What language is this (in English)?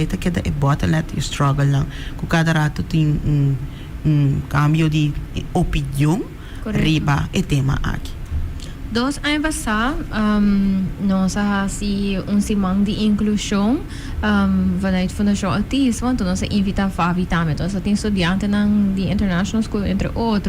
Papiamento